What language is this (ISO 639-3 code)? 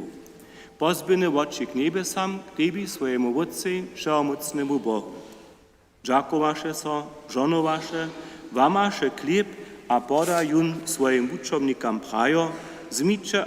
hsb